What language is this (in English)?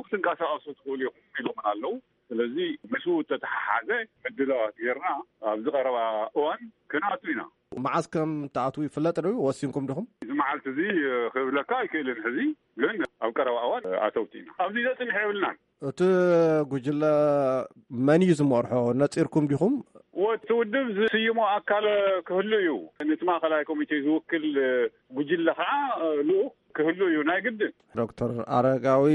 Tigrinya